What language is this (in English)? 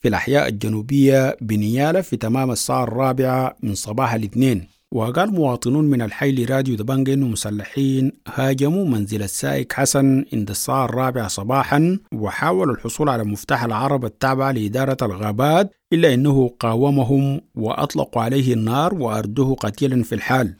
Sudanese Arabic